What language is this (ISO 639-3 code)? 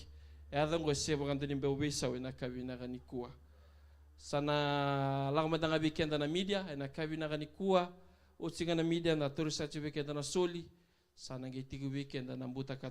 fij